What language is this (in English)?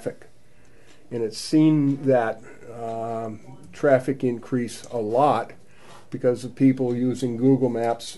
English